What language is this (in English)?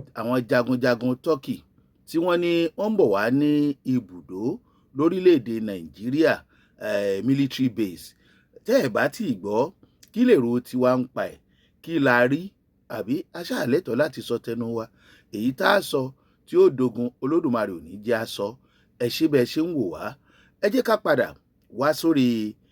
Yoruba